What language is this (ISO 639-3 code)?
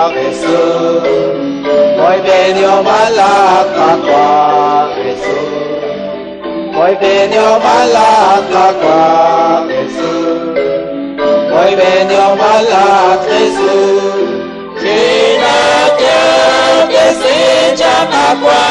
kek